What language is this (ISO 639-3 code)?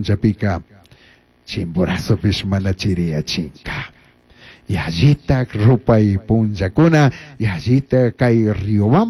qug